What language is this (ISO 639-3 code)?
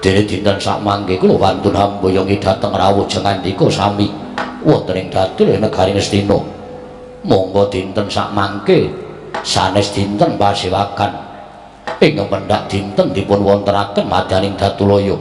jav